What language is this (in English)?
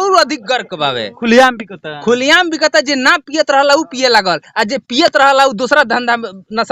Bhojpuri